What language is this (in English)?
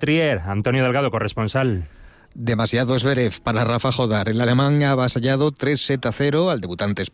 Spanish